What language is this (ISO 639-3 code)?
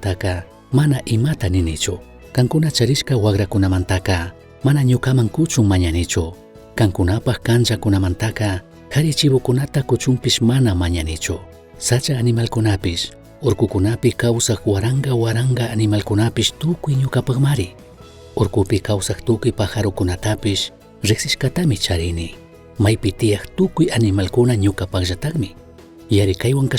qug